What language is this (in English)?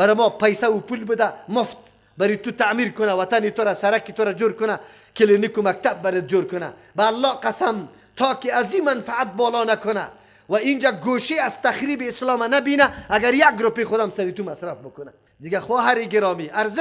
Persian